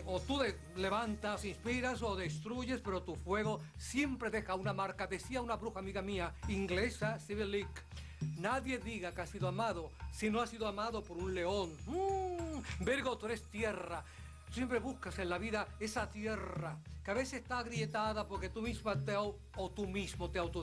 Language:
Spanish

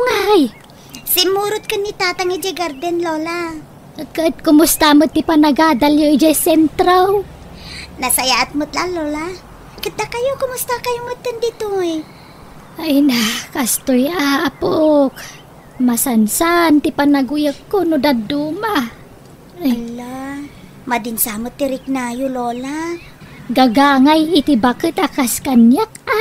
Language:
Iloko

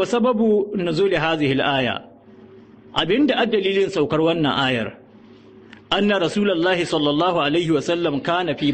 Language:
Hausa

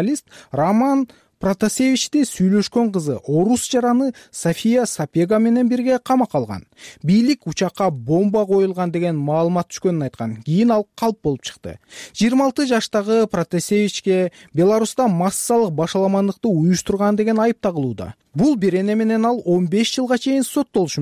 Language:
Kyrgyz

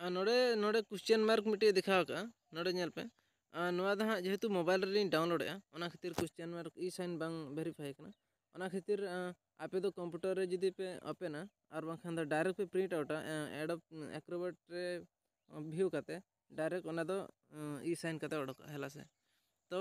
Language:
Santali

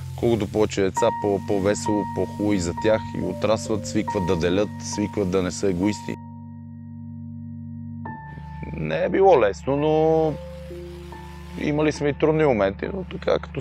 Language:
Bulgarian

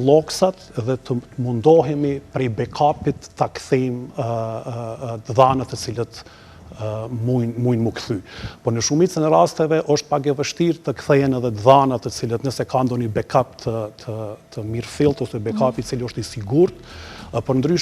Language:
Albanian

